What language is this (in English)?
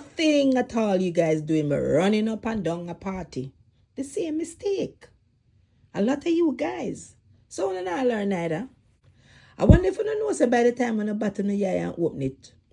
Jamaican Creole English